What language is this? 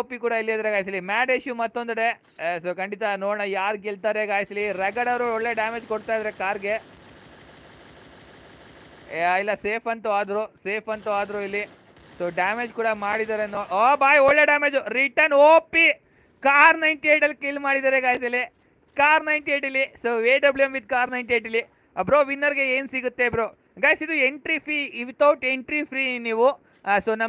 Kannada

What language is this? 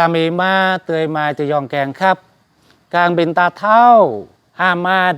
Jarai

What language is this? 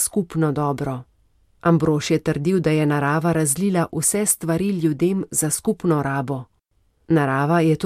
Slovenian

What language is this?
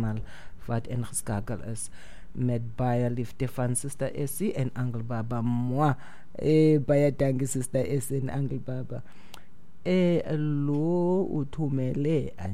Xhosa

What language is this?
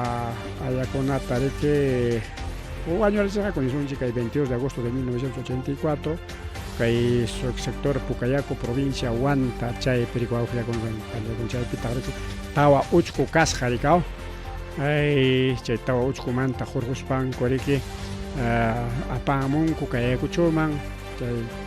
Ayacucho Quechua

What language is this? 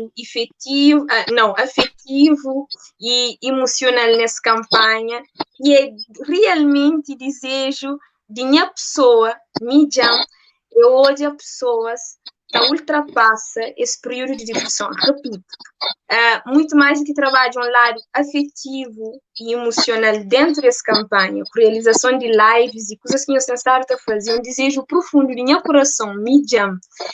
Kabuverdianu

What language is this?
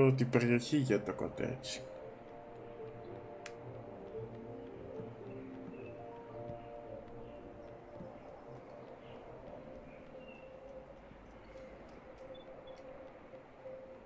Greek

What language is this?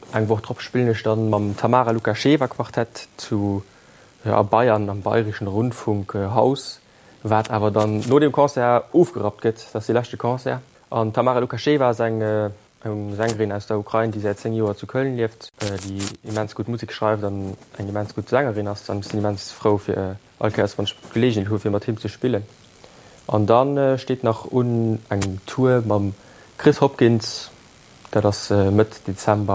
Luxembourgish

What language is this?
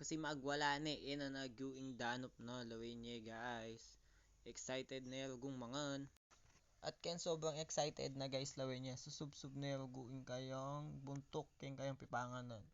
Pampanga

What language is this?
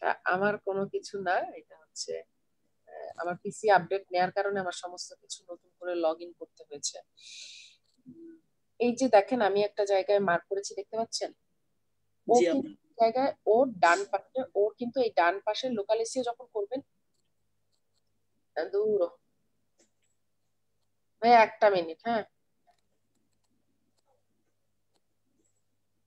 Bangla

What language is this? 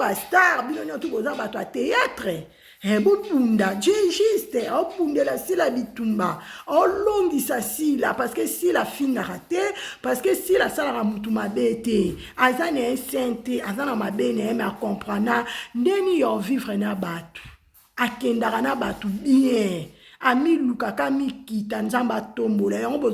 Lingala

